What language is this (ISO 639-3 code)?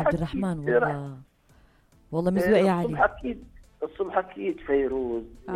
apc